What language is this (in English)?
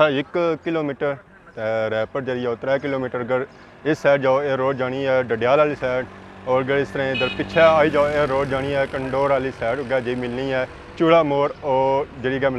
Pahari-Potwari